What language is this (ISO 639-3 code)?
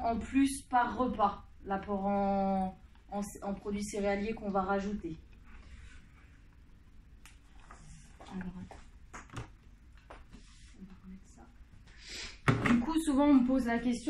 fra